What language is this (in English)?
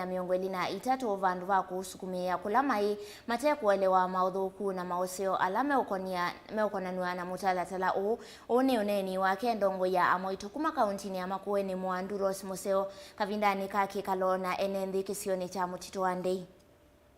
Kamba